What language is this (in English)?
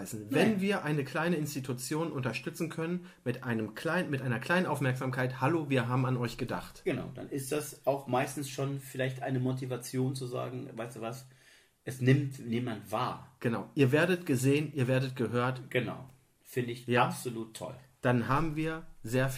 German